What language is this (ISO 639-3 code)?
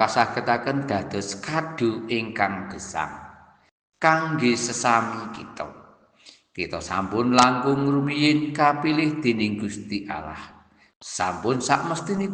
jav